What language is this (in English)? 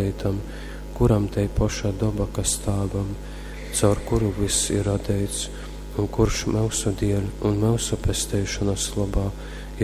Latgalian